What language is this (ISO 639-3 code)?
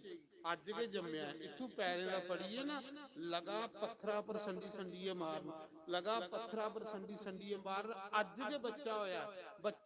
doi